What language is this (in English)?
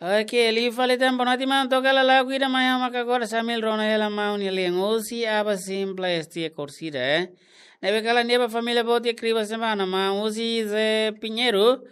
Tetum